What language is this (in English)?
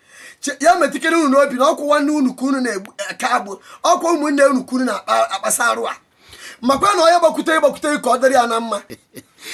Igbo